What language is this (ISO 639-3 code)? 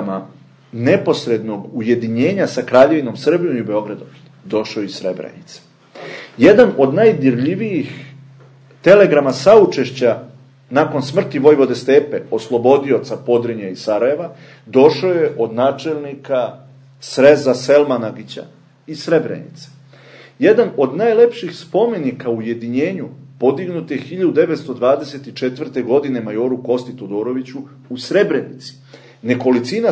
srp